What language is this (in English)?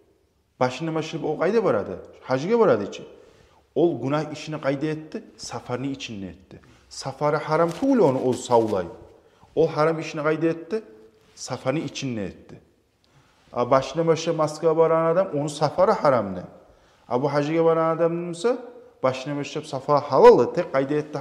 Kumyk